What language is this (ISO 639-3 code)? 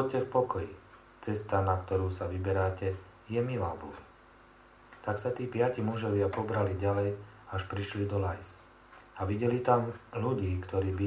slk